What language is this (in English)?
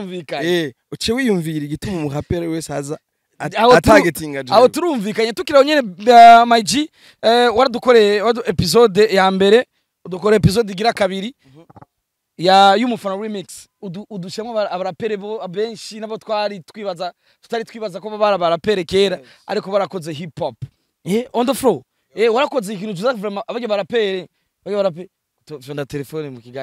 Rundi